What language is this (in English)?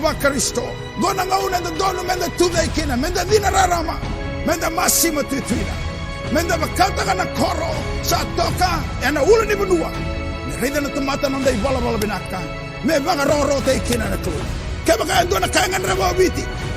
Fijian